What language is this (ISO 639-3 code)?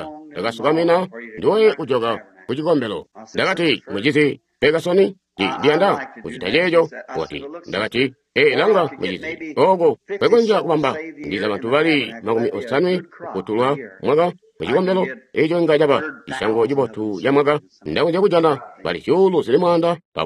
toi